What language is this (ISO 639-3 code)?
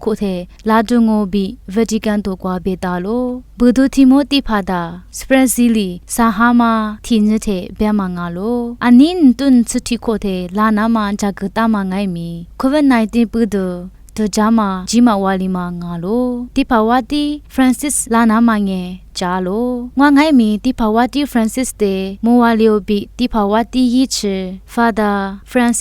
lis